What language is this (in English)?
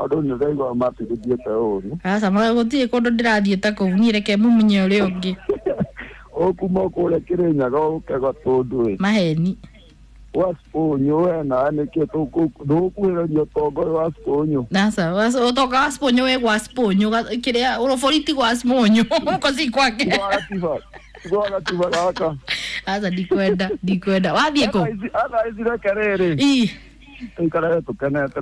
Kikuyu